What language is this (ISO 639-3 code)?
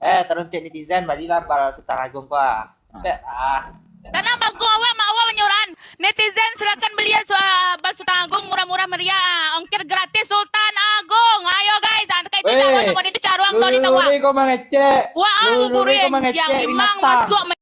min